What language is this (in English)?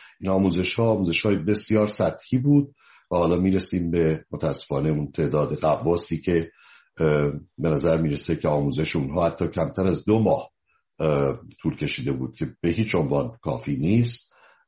Persian